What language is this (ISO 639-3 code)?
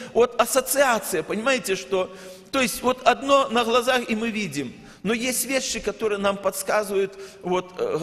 rus